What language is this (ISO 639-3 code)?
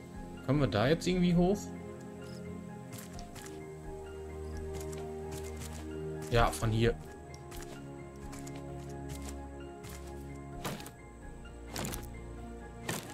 deu